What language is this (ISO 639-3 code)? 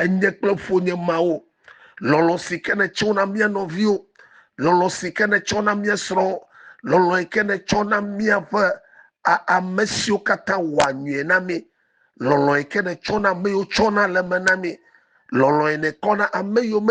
ewe